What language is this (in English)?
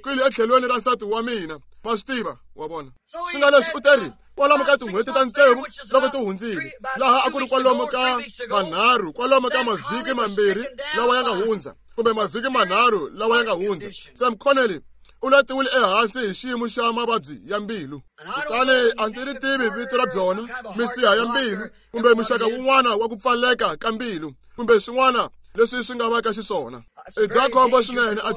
Tsonga